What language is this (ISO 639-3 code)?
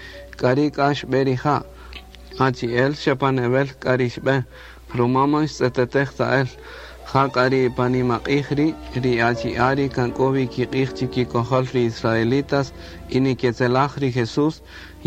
cak